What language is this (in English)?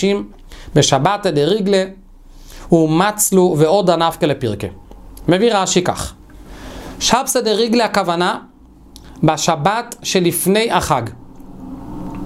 Hebrew